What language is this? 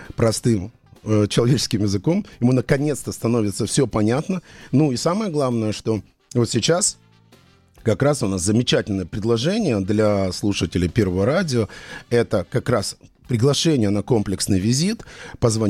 Russian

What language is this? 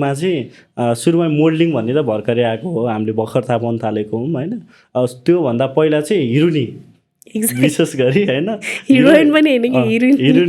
Nepali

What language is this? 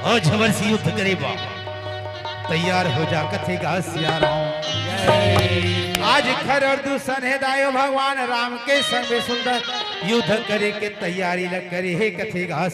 Chhattisgarhi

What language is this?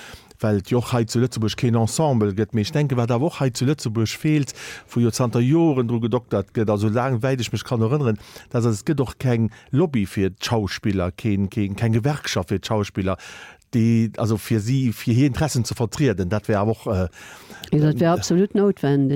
Luxembourgish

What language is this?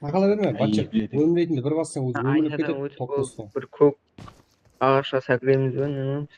Kara-Kalpak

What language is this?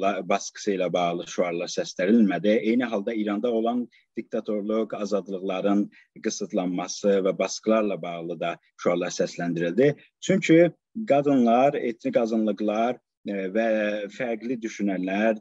South Azerbaijani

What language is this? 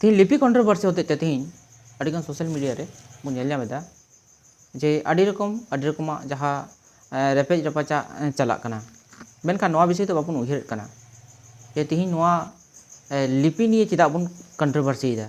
Santali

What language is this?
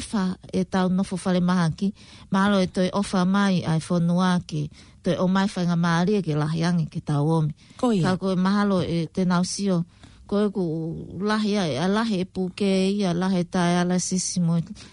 Tongan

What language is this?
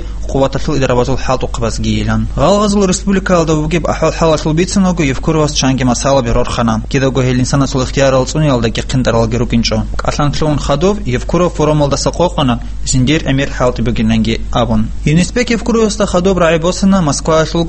Avaric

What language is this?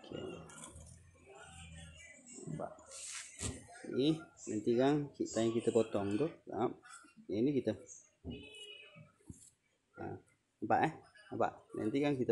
Malay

